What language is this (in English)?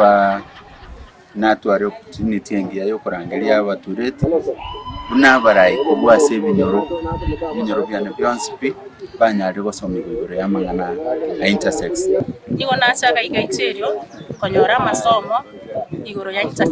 Gusii